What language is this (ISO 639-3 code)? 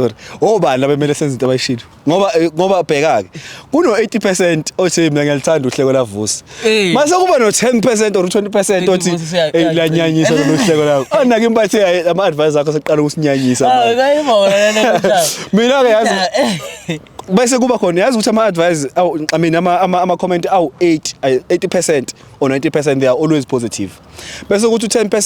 zul